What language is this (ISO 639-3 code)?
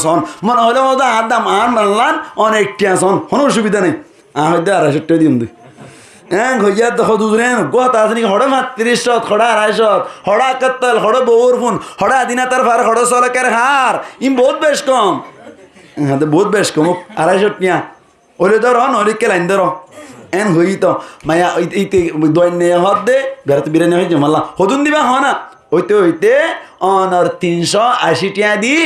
rhg